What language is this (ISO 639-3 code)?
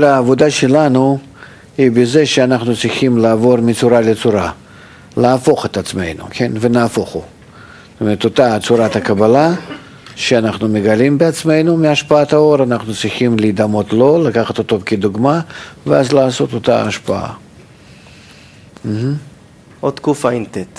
heb